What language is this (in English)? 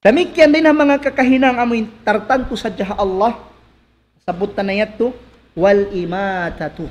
Tausug